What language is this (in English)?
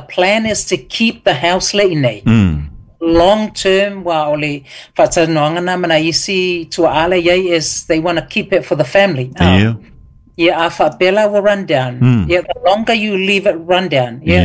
Samoan